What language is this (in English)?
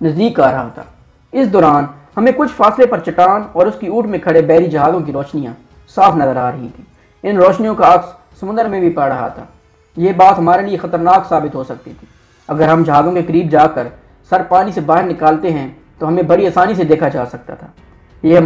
Urdu